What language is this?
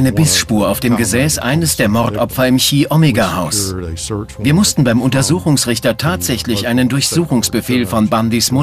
German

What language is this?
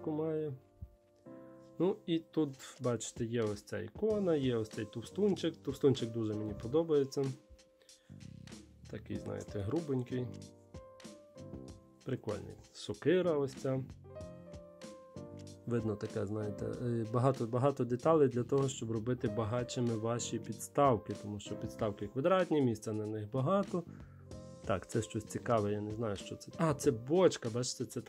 Ukrainian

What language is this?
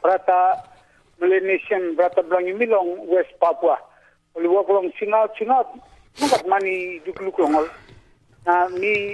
Tok Pisin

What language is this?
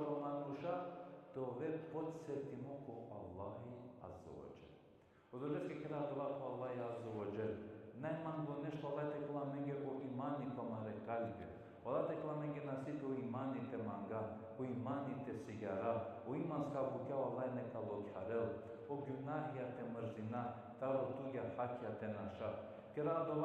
Balkan Romani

